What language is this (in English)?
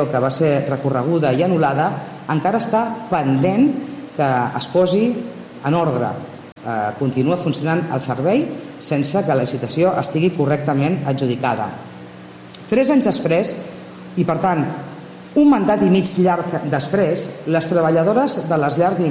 Catalan